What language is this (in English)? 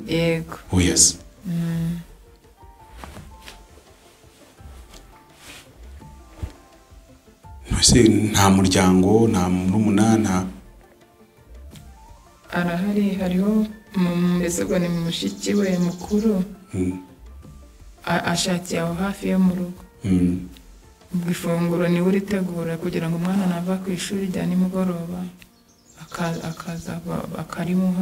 Kinyarwanda